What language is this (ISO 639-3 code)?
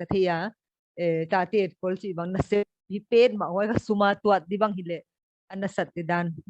pck